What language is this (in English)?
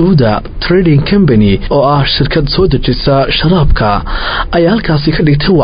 Somali